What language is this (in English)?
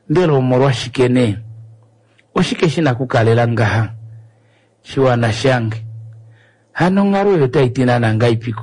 Kuanyama